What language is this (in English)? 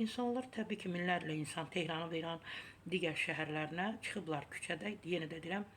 Azerbaijani